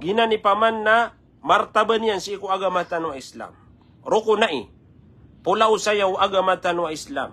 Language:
Maranao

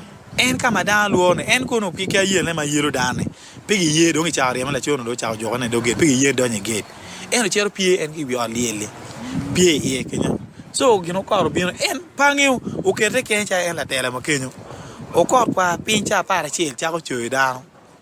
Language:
Acoli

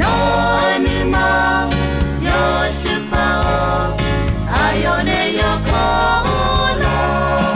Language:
Akha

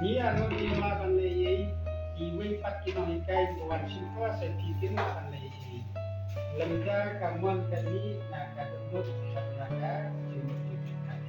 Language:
Khasi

